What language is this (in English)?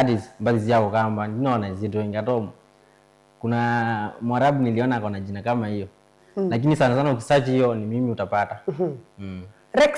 Kamba